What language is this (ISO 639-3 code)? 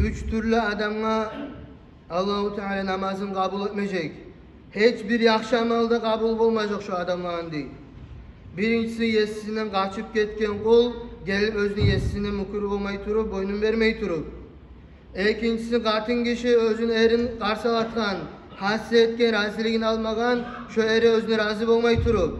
kum